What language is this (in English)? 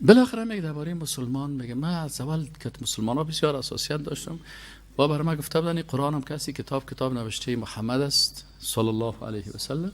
Persian